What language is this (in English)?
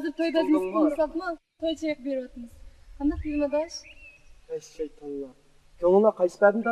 Uyghur